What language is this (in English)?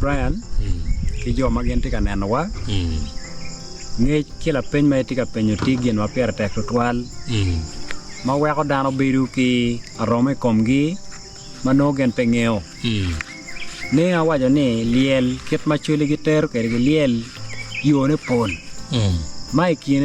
Acoli